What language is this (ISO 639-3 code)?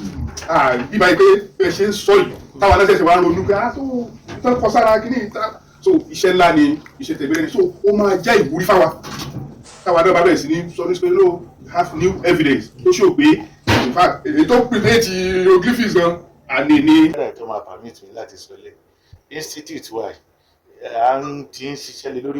yor